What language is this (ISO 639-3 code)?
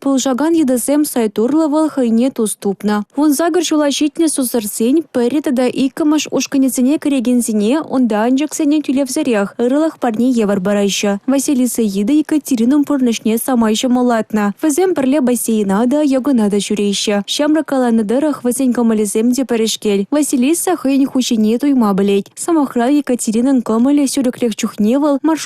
chv